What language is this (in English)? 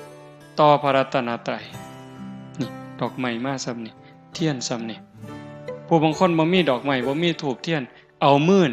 Northeastern Thai